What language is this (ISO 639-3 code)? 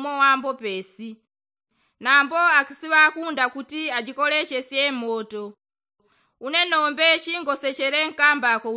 yao